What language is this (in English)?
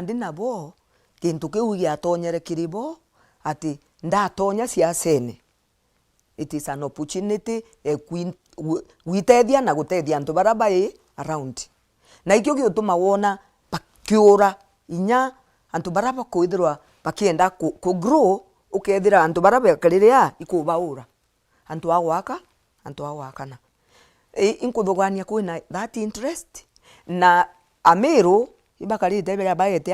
Meru